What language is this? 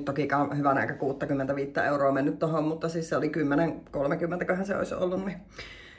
Finnish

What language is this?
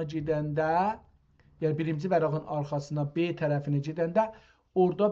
South Azerbaijani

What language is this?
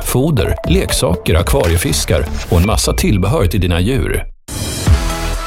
Swedish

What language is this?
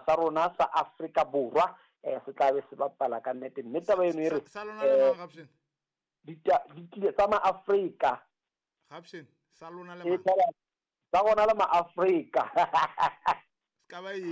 Southern Sotho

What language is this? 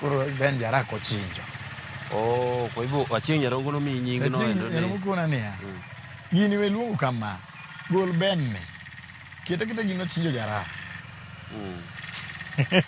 Luo (Kenya and Tanzania)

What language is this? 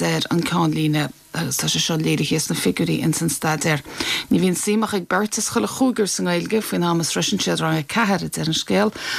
Irish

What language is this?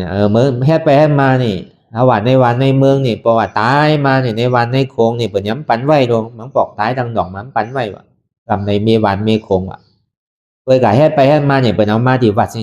Shan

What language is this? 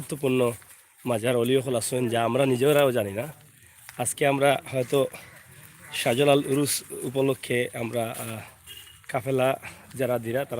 Sylheti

